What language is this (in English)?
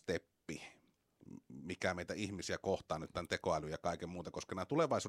Finnish